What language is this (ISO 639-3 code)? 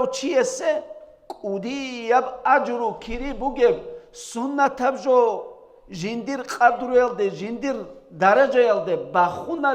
ava